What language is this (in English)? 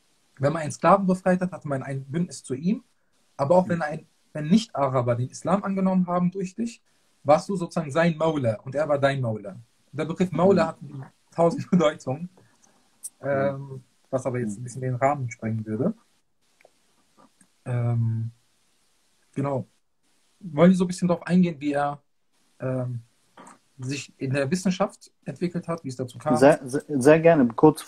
German